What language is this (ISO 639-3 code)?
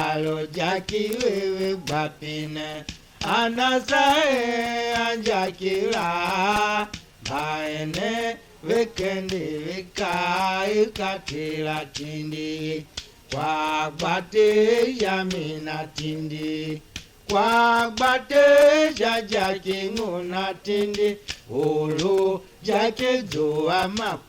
tiv